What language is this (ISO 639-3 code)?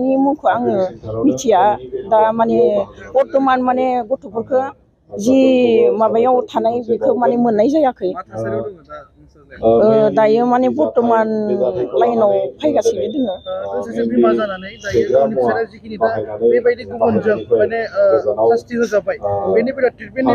brx